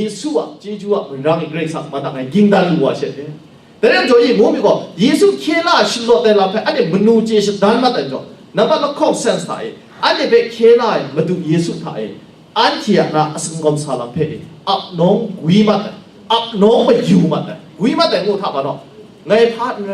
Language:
Kachin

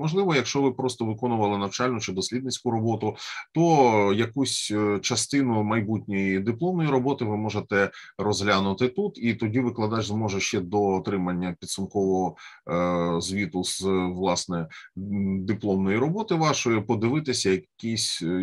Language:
Ukrainian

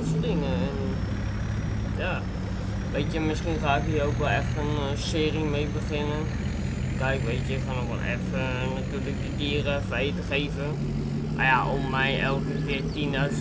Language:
Dutch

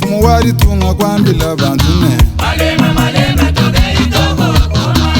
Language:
Luba-Lulua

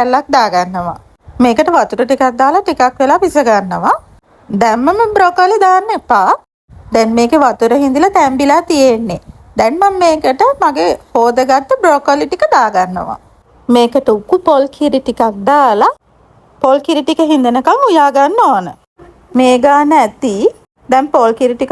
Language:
Sinhala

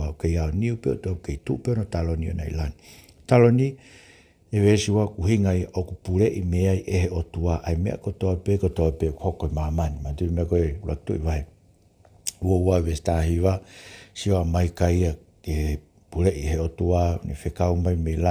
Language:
Tongan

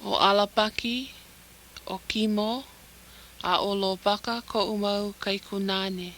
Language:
Hawaiian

